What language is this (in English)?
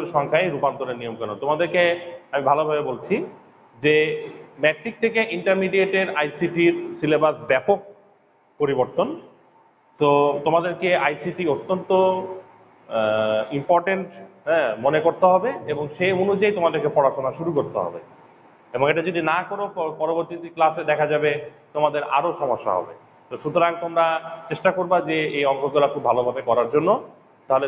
Bangla